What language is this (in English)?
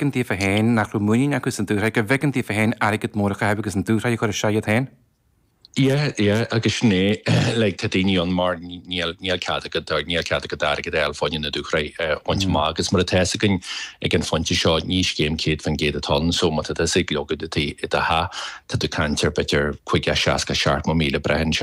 Irish